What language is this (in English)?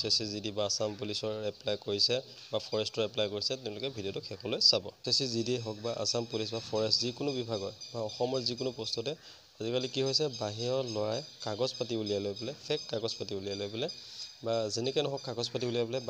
Assamese